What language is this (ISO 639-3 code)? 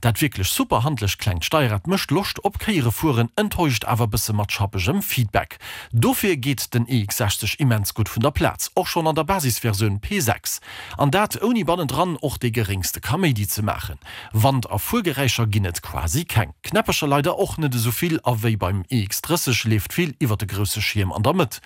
ltz